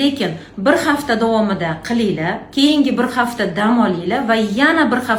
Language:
Uzbek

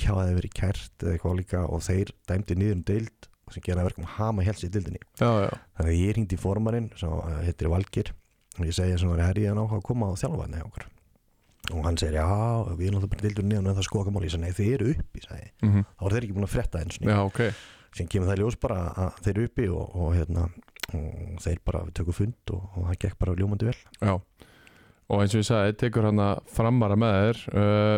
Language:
Icelandic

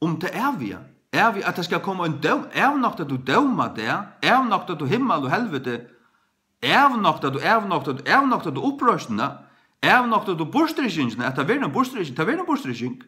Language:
Faroese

